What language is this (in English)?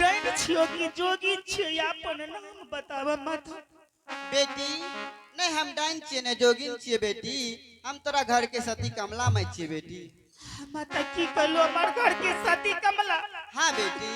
Angika